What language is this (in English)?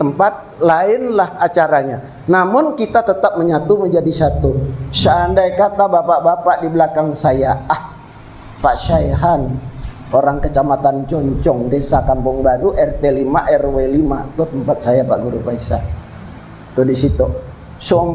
Banjar